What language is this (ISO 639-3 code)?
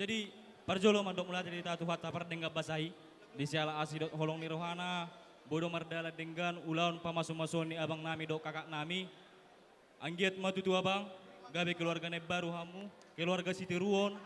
bbc